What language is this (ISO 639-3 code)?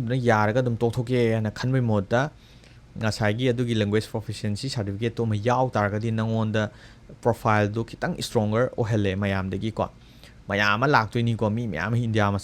mni